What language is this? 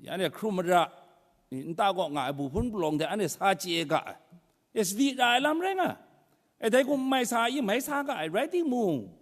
Kachin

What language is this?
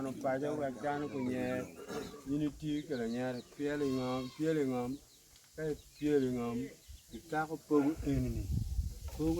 Acoli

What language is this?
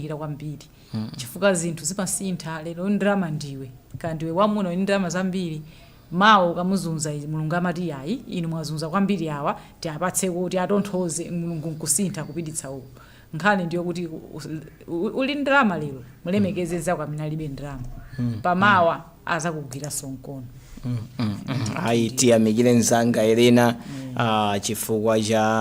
Nyanja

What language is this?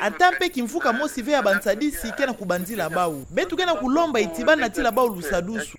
Kituba (Democratic Republic of Congo)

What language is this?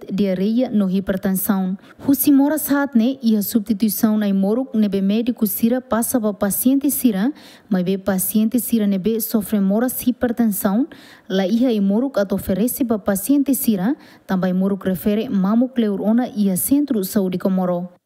Tetum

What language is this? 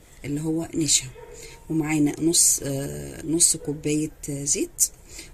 Egyptian Arabic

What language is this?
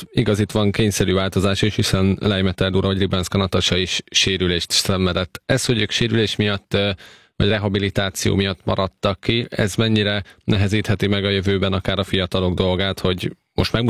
Hungarian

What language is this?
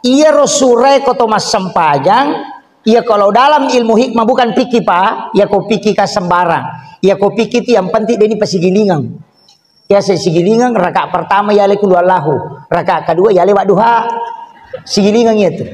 Buginese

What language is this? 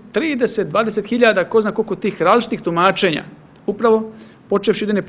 Serbian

